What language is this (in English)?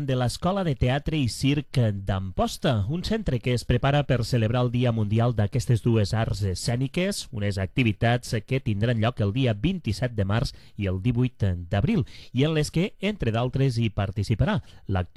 Catalan